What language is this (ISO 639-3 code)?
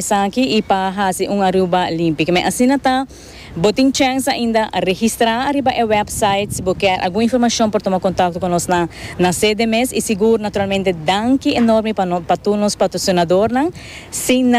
pap